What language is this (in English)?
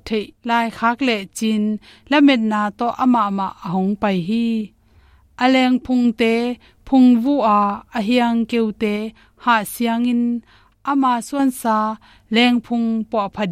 Tedim Chin